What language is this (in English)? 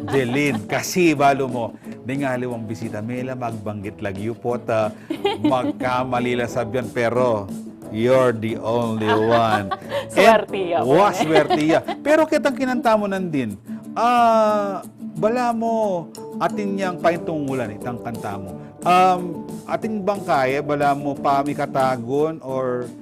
Pampanga